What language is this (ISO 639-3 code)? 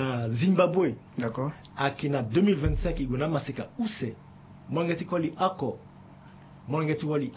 sag